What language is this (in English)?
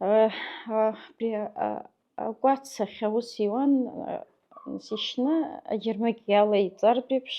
Abkhazian